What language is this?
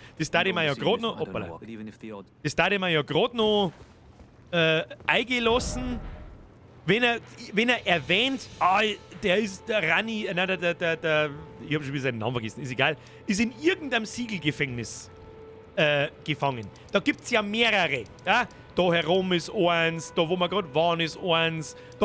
Bavarian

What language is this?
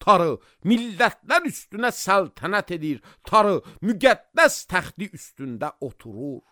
Azerbaijani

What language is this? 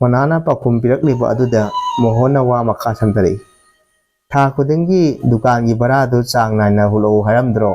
Manipuri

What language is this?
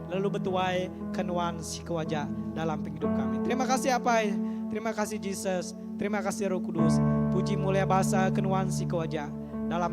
Iban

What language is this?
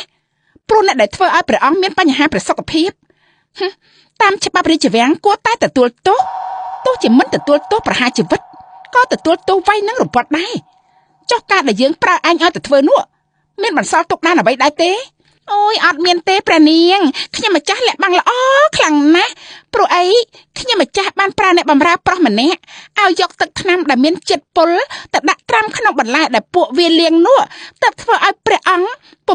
Khmer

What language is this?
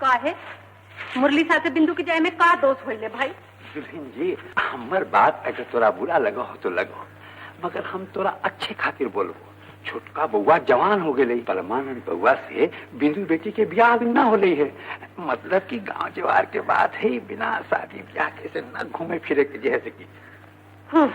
Magahi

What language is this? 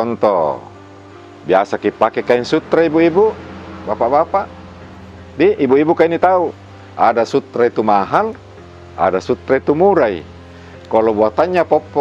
Makassar Malay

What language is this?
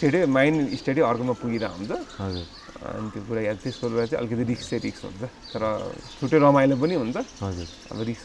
Nepali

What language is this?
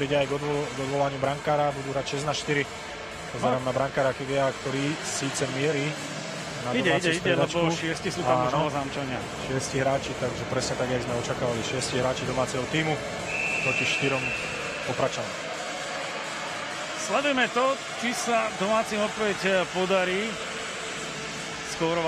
Slovak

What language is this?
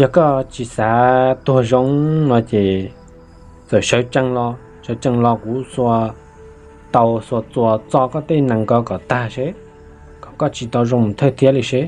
Hmong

